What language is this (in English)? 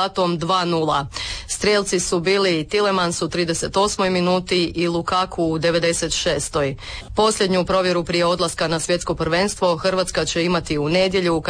Croatian